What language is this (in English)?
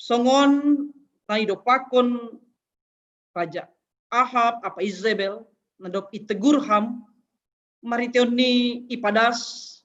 Batak Simalungun